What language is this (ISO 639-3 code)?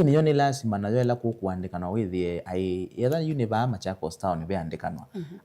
kam